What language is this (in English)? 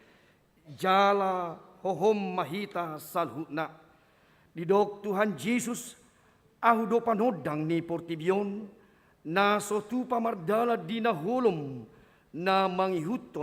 Batak Toba